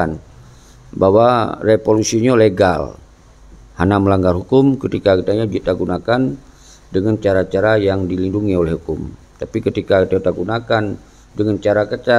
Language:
Achinese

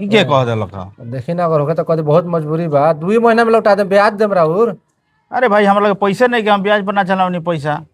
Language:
Bhojpuri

